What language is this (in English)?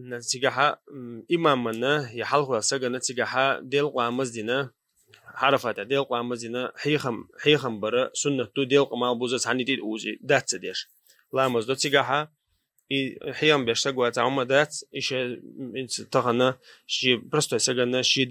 Chechen